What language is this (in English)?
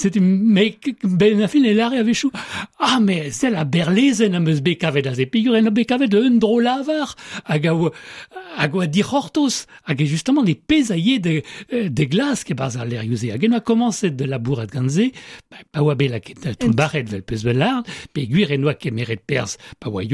Breton